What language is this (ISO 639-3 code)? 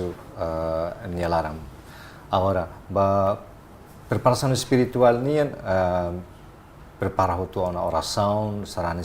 tet